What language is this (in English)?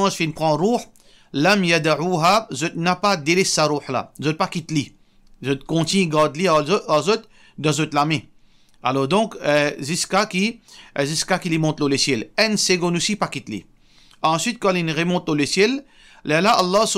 Morisyen